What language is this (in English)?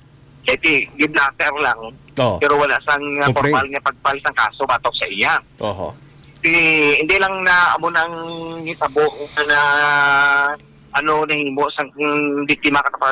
Hiligaynon